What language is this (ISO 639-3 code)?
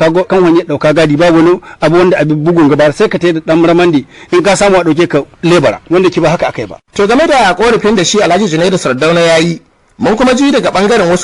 hau